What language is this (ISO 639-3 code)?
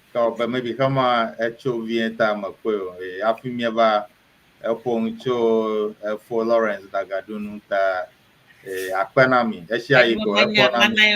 ewe